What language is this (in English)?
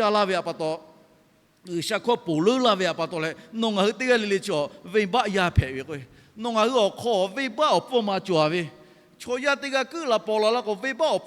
Lahu